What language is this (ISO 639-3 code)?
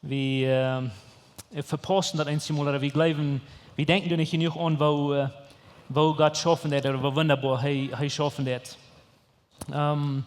pdt